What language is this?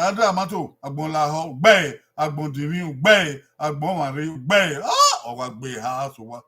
Bini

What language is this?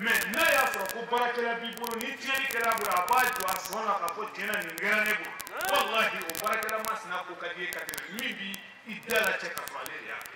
Bambara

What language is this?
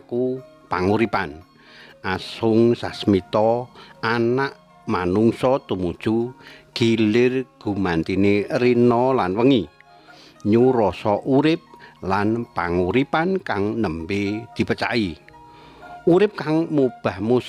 Javanese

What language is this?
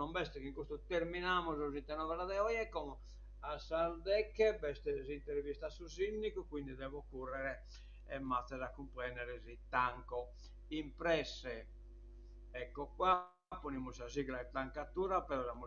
Sardinian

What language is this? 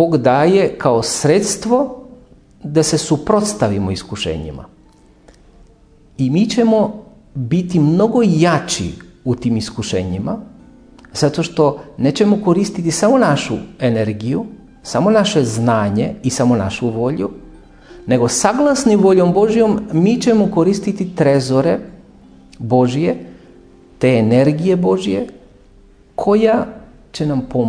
Serbian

